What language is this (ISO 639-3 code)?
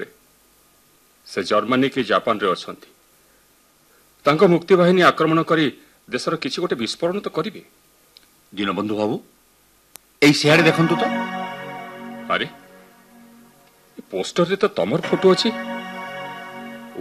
ori